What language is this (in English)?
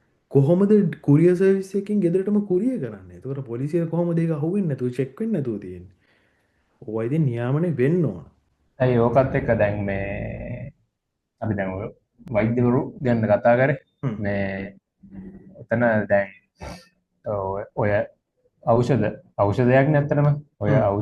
Sinhala